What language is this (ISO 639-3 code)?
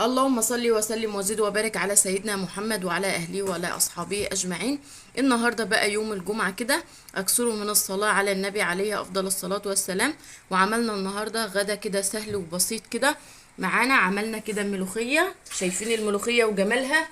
arz